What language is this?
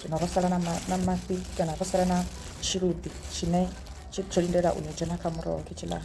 Venda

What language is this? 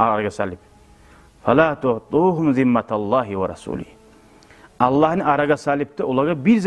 Kumyk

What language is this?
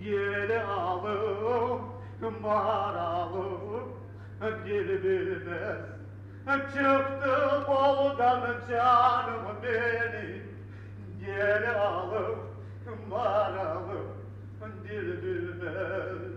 Kumyk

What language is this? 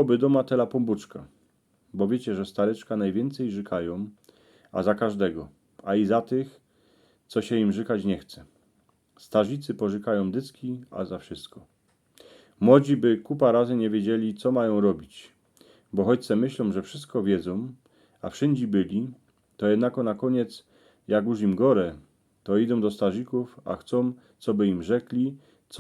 Silesian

